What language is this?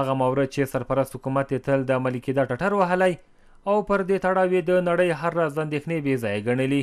Pashto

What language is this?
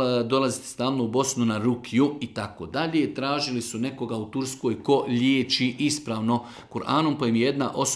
Bosnian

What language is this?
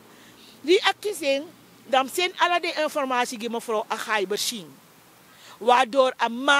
Sranan Tongo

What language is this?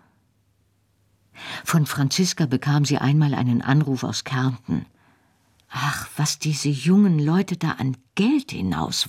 German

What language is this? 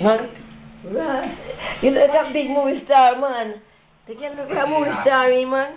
Jamaican Creole English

